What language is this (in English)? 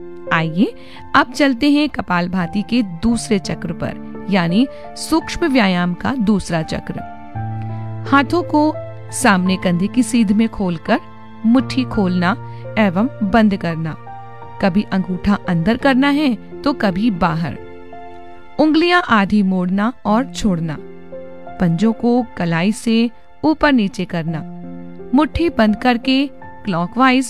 Hindi